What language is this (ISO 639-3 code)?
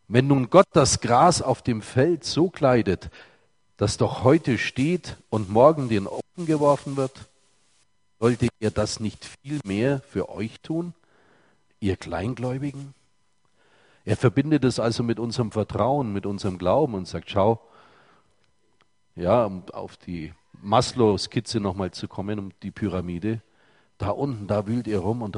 deu